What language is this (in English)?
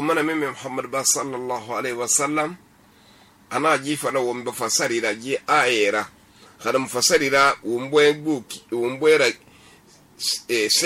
Susu